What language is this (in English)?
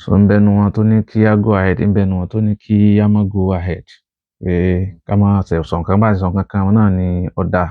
Yoruba